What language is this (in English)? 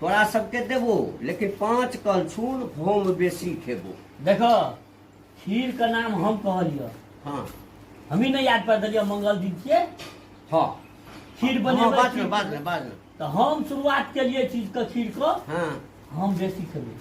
Maithili